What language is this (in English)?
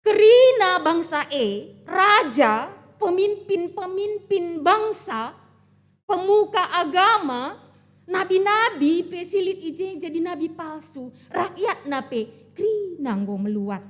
Batak Karo